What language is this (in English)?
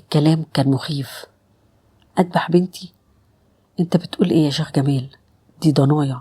Egyptian Arabic